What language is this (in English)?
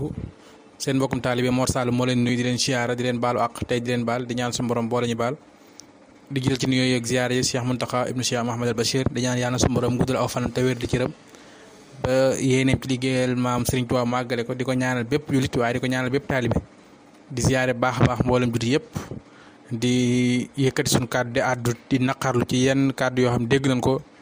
Wolof